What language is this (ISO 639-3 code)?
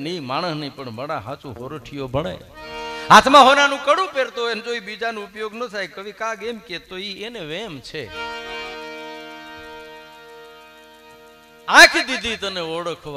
guj